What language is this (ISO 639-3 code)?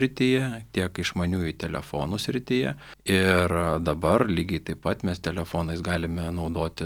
lit